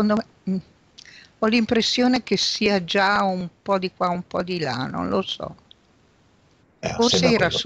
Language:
Italian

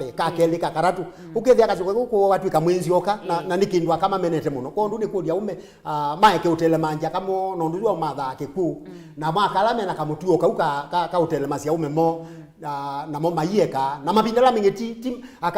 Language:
Kamba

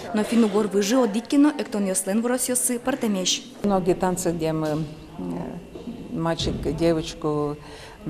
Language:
Udmurt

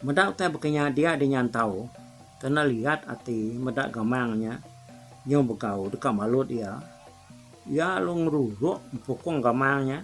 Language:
Iban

